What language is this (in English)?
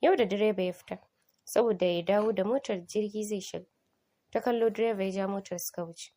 Hausa